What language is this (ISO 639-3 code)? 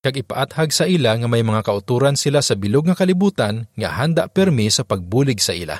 hil